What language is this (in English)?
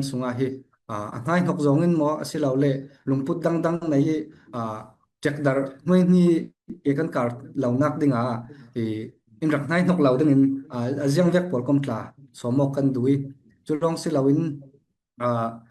Falam Chin